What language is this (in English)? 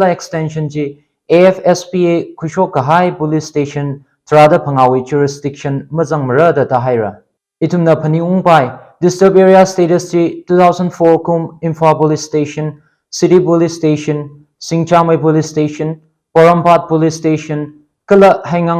Tangkhul Naga (India)